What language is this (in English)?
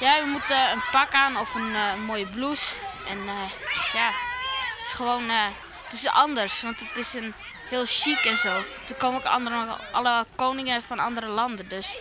Western Frisian